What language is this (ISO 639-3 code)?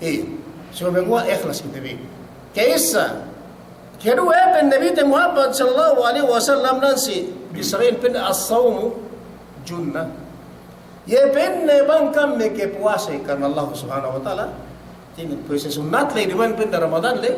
yka